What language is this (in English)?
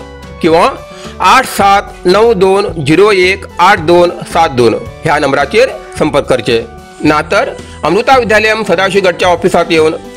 Konkani